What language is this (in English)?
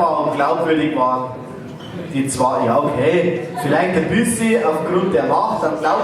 Bavarian